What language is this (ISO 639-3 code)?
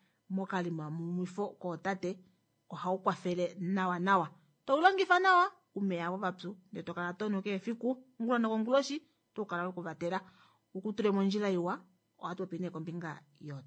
kua